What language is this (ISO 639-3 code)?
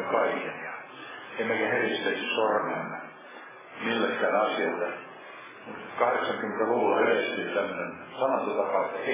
fin